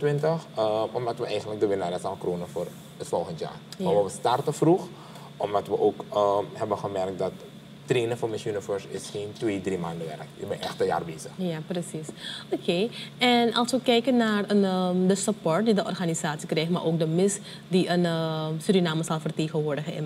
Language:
Dutch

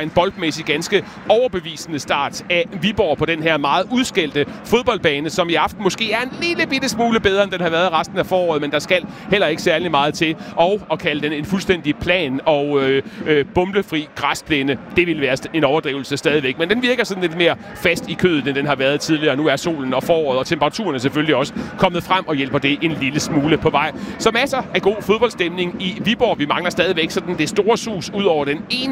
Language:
Danish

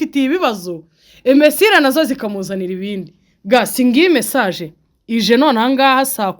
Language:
Kinyarwanda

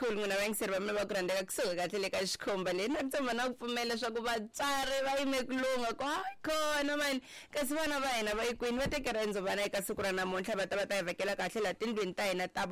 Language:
Tsonga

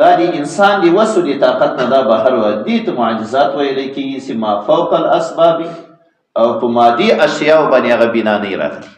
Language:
Pashto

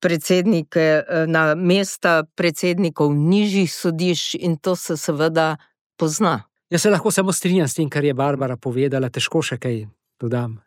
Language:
Slovenian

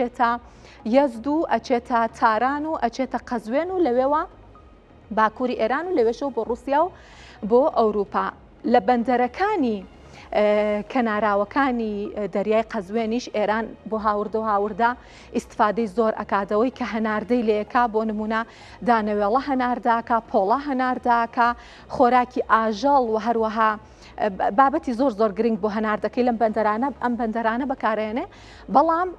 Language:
Central Kurdish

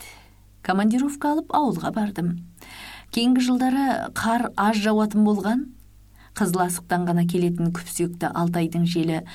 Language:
Kazakh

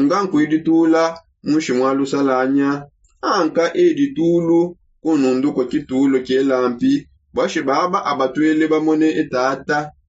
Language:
Songe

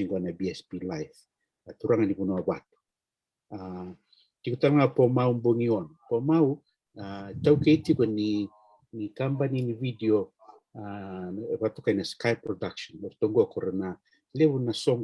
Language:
Fijian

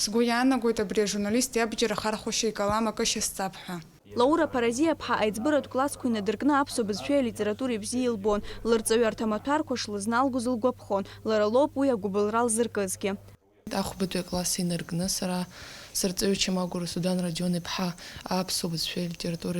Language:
Abkhazian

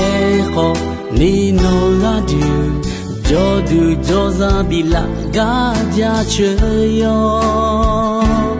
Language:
Akha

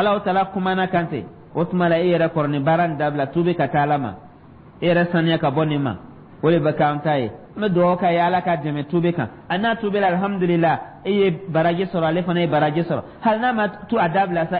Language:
Dyula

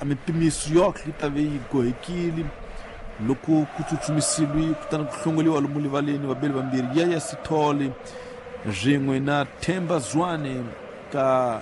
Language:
Tsonga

